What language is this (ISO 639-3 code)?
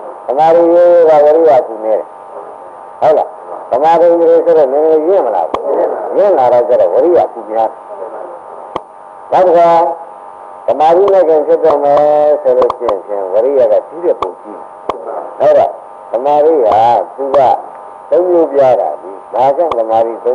mya